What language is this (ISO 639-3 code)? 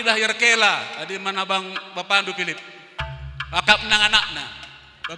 btx